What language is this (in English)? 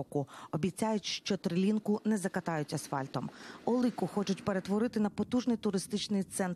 Ukrainian